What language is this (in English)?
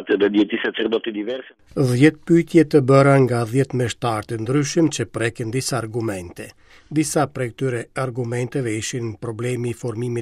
Albanian